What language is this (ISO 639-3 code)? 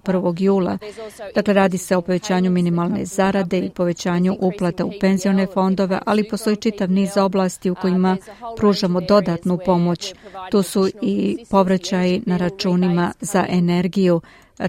srp